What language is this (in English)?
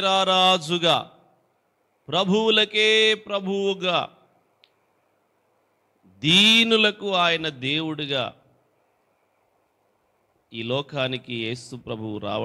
Telugu